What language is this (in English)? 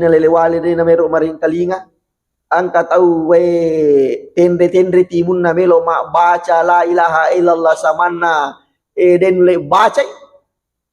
Buginese